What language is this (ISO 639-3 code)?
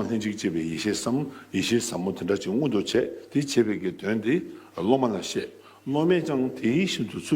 bod